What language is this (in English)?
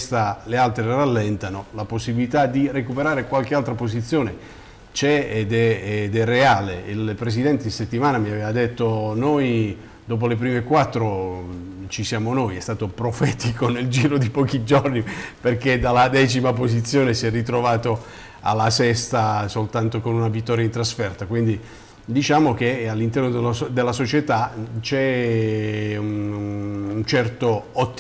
Italian